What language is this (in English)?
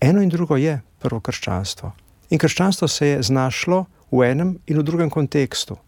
Slovenian